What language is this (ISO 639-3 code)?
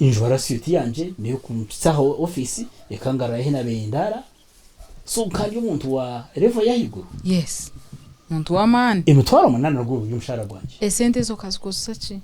nyn